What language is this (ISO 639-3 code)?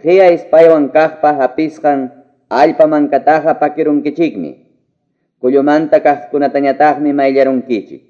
que